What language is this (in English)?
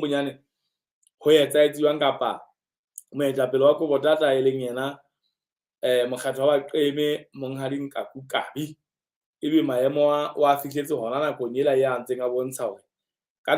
Southern Sotho